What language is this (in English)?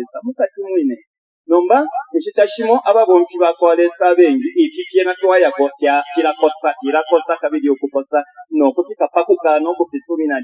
Bemba